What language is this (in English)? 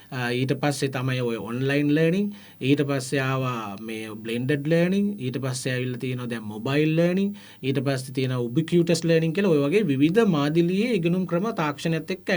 Sinhala